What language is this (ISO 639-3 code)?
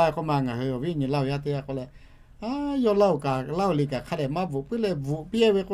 lhu